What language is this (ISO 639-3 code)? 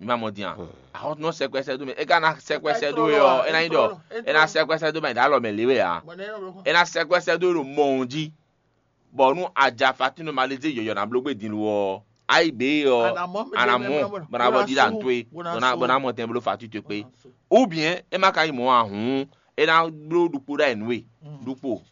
fon